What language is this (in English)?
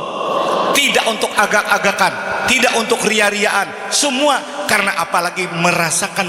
Banjar